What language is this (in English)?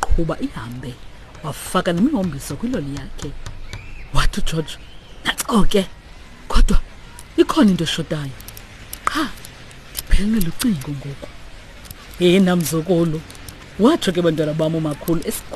Xhosa